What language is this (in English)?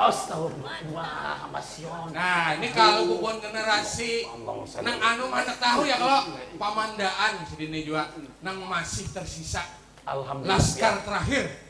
Banjar